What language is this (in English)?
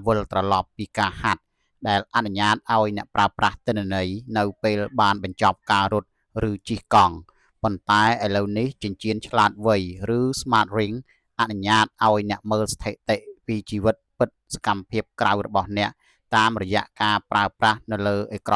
Khmer